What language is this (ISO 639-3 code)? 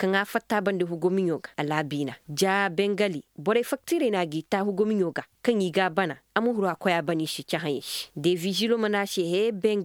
dje